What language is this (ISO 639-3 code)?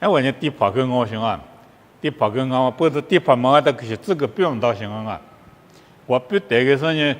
lis